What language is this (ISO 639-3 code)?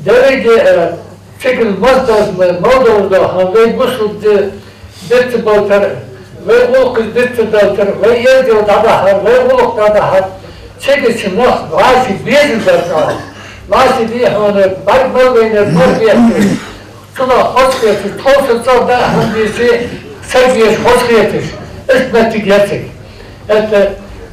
inh